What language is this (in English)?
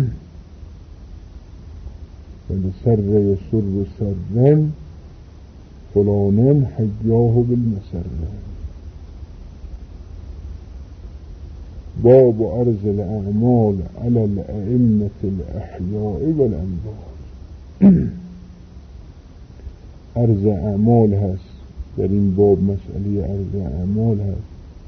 Persian